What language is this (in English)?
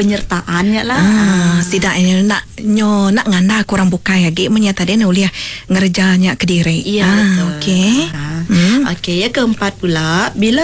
Iban